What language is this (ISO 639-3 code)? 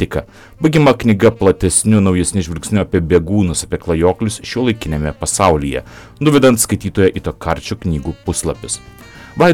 lit